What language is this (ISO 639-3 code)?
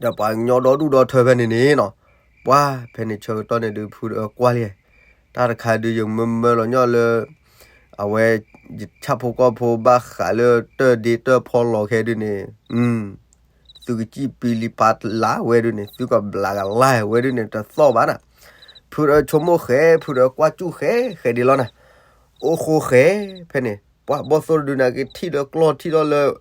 ksw